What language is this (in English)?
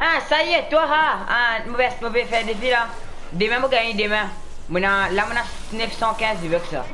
Morisyen